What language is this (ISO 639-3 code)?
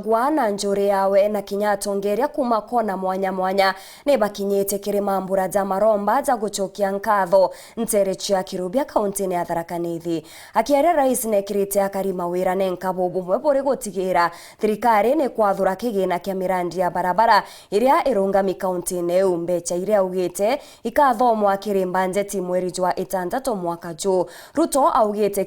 mer